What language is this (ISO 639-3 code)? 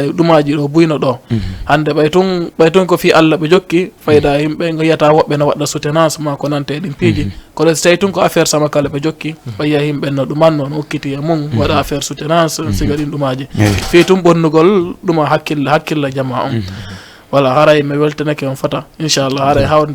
ful